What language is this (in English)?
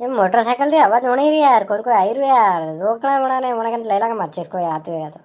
Rajasthani